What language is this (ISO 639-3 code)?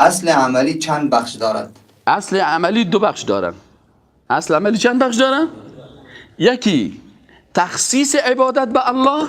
fas